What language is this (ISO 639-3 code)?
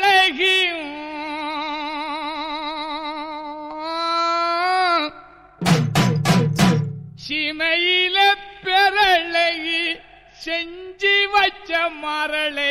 tam